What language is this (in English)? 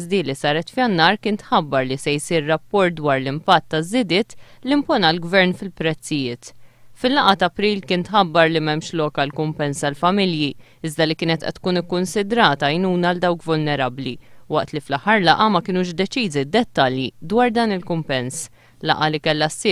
Maltese